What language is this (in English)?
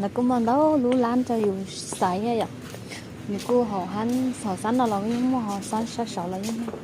Hmong